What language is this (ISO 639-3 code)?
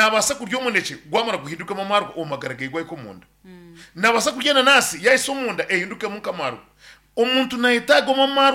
nyn